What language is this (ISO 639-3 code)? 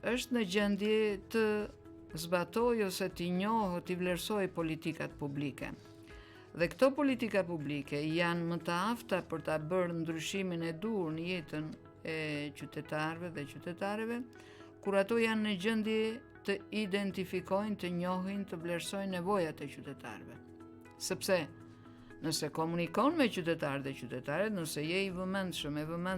sqi